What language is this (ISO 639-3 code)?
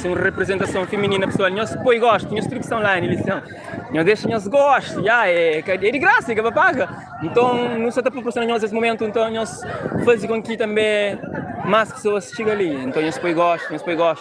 kea